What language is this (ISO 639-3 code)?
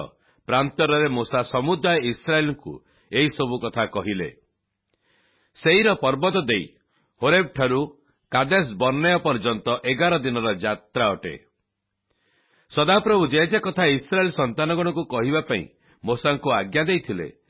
ori